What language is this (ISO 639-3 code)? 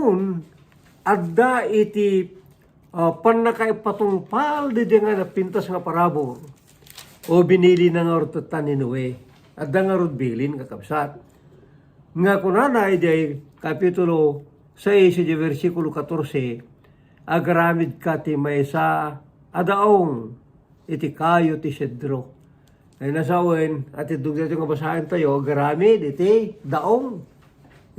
ilo